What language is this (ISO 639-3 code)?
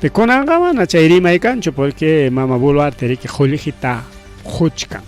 quy